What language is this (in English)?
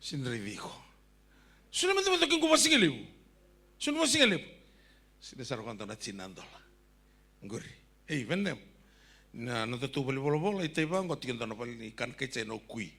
Fijian